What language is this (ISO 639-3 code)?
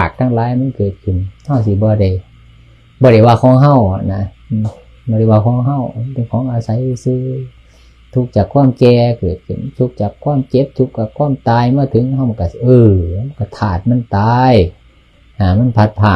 tts